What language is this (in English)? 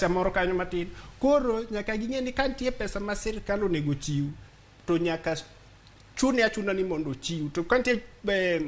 Luo (Kenya and Tanzania)